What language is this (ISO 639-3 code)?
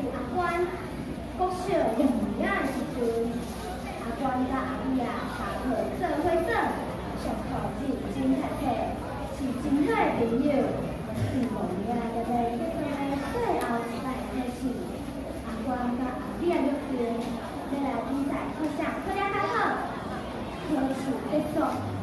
nan